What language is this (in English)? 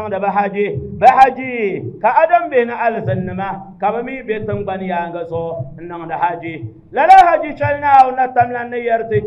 Dagbani